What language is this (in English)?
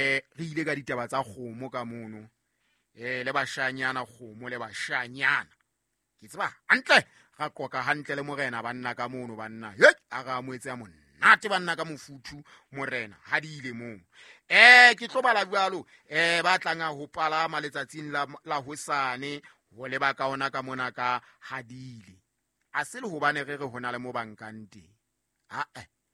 Southern Sotho